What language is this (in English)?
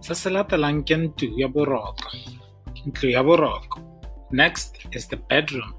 Tswana